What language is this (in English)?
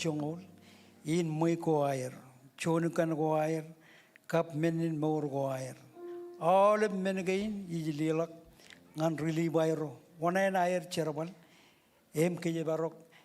Marshallese